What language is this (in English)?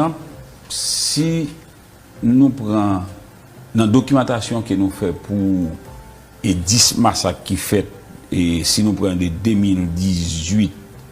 Haitian Creole